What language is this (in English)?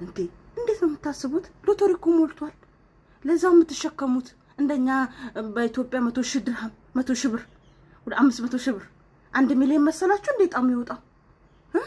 Amharic